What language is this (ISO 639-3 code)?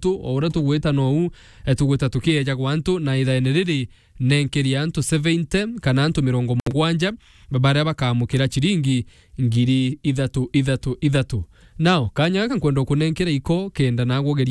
mer